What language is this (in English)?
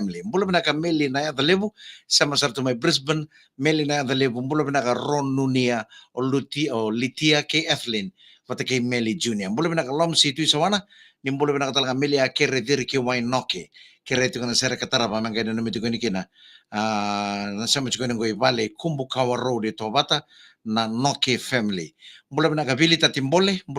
Fijian